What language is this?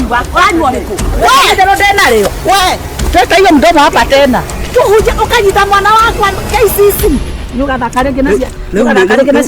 Kikuyu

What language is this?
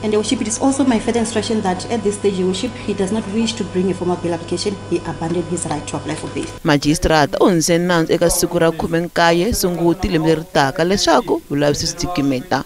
Tsonga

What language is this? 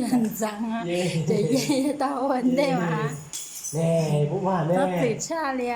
Hmong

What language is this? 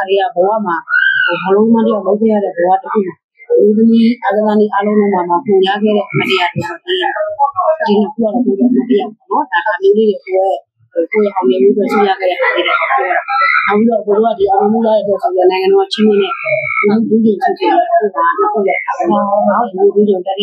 Burmese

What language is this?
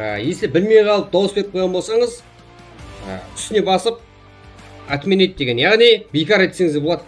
Kara-Kalpak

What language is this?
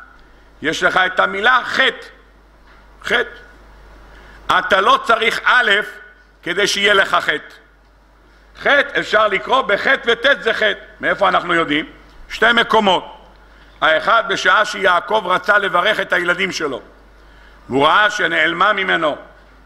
Hebrew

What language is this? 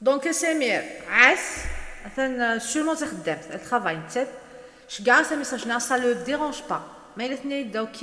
Kabyle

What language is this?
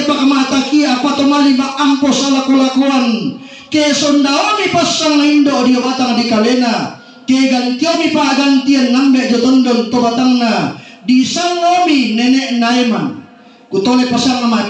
Toraja-Sa'dan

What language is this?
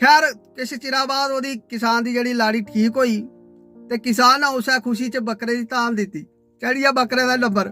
Dogri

